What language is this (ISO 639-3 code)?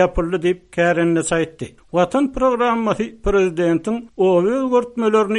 tuk